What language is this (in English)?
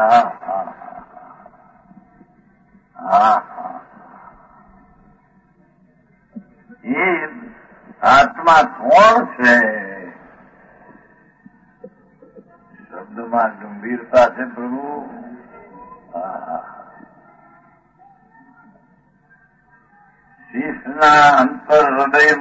Gujarati